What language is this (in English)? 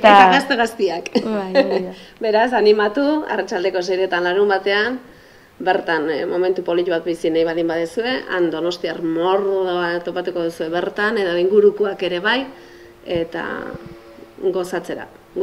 Basque